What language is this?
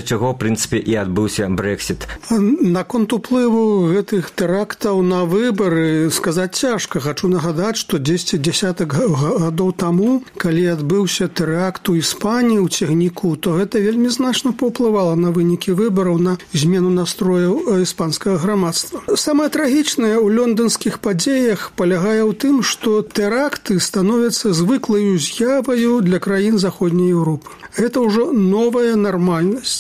Belarusian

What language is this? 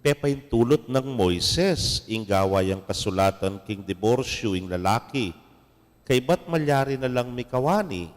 Pampanga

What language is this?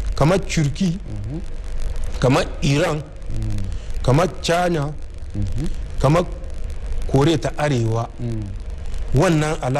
Hausa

